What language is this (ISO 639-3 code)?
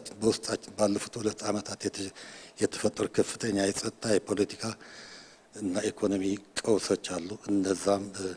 amh